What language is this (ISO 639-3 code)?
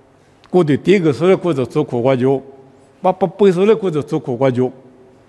lis